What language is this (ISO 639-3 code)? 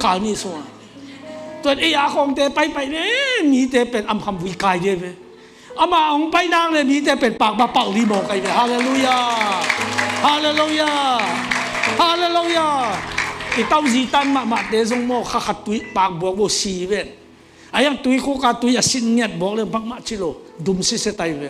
ctd